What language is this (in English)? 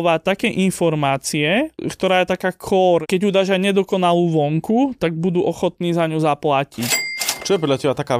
Slovak